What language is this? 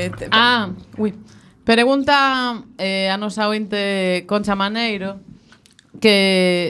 Galician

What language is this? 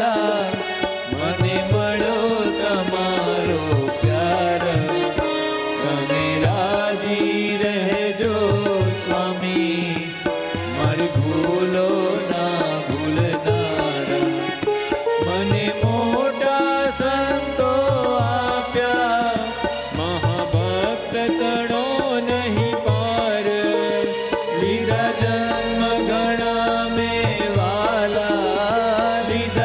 Gujarati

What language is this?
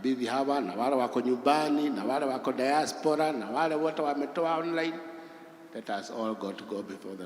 Kikuyu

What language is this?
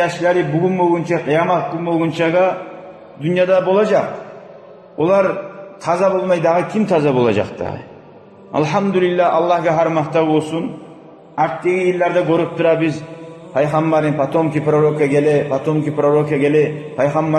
Kumyk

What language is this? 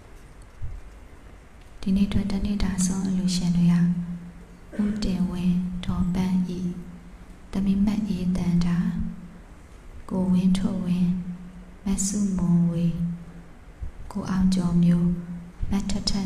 Burmese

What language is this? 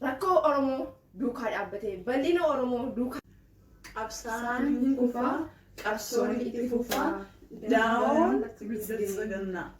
Oromo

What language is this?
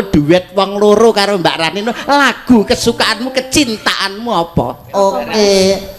Javanese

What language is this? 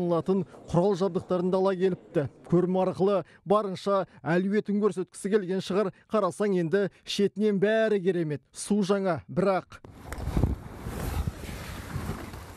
Kazakh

